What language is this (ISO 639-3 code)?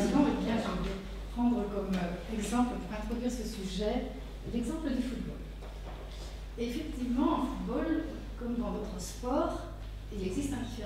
fra